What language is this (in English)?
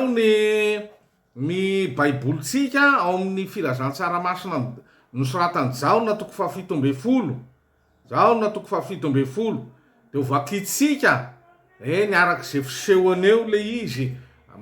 Malagasy